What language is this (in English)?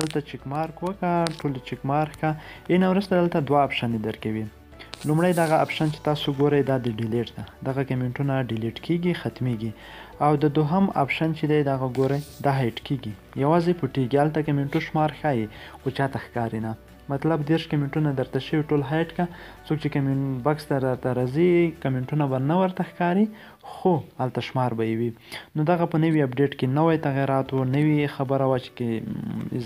Pashto